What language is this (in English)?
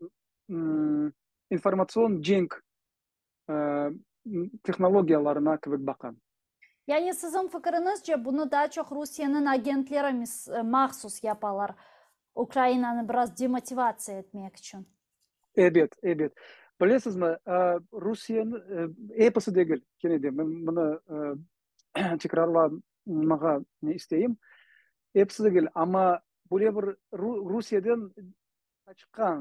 Crimean Tatar